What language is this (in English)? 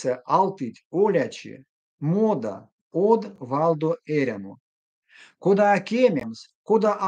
Erzya